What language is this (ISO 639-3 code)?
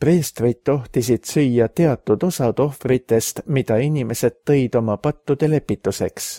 est